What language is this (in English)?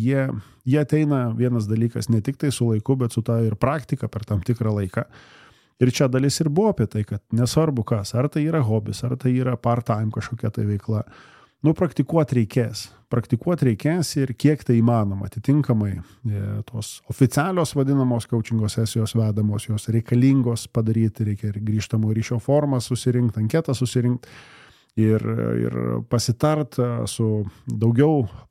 Lithuanian